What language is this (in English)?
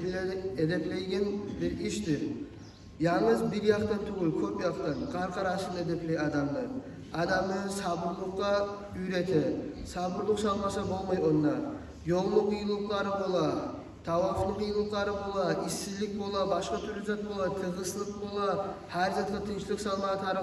Kumyk